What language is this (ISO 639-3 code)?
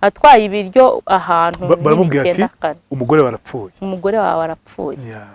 kin